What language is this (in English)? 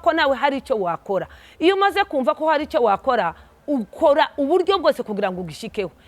Kinyarwanda